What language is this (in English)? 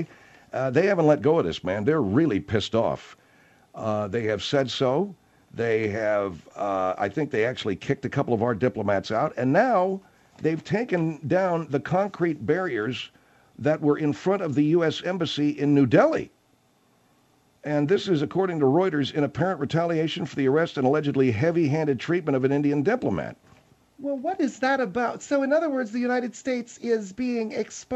English